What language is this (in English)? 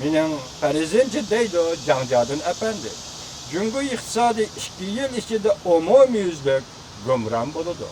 Uyghur